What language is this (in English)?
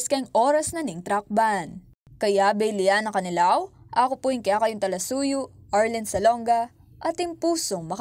Pampanga